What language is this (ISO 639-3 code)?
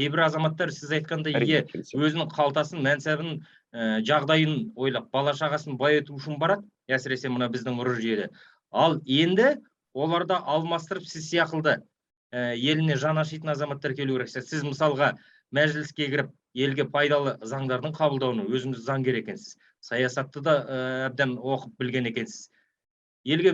kaz